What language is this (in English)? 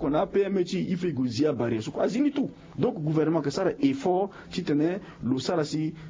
Sango